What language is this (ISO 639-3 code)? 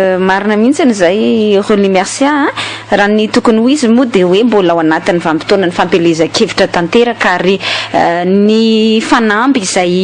mlg